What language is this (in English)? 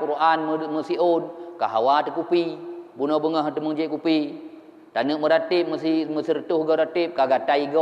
Achinese